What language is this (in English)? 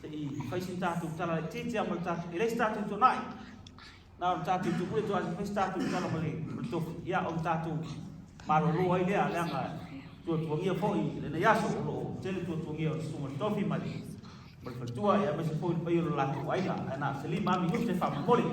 Samoan